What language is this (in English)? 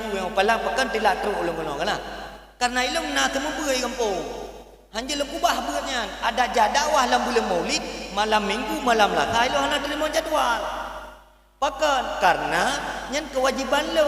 Achinese